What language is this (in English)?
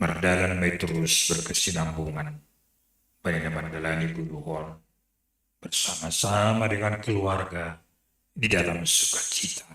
Batak Simalungun